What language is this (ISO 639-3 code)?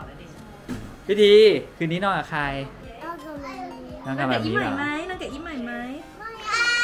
tha